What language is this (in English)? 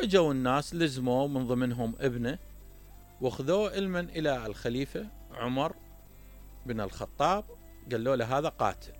Mesopotamian Arabic